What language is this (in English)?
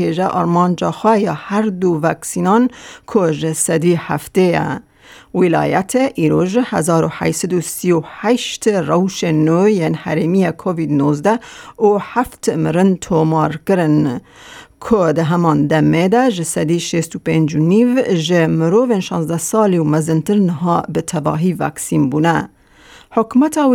Kurdish